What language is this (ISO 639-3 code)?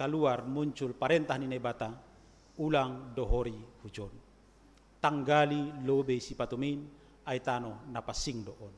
bts